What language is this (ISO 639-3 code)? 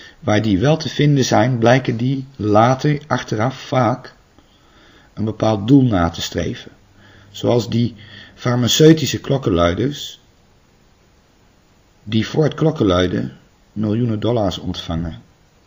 nld